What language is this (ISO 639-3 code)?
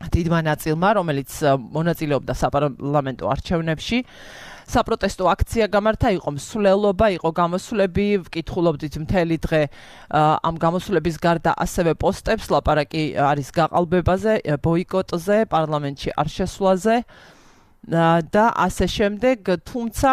kat